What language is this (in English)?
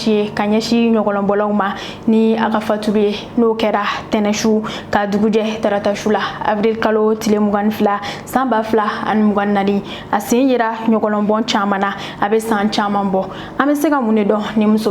Bambara